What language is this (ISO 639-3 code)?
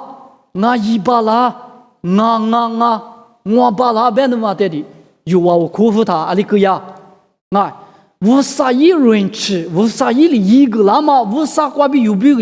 lis